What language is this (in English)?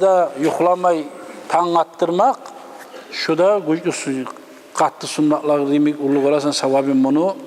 Kumyk